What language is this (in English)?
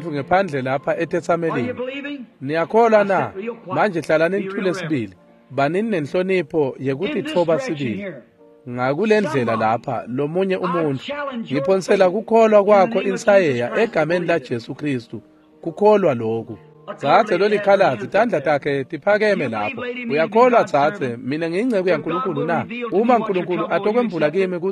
Swati